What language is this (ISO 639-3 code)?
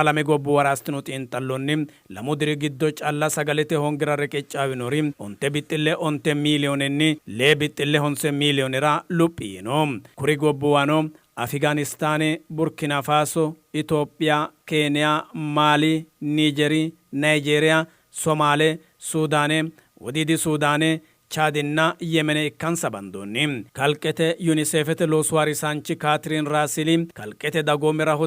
sid